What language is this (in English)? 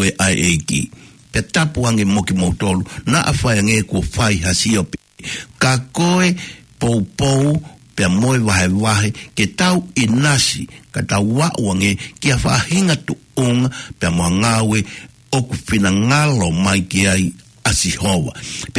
Tongan